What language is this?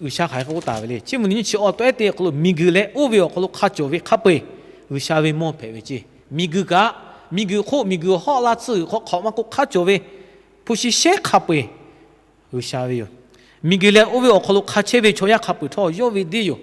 Lahu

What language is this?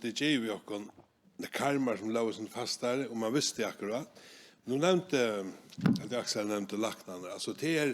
Faroese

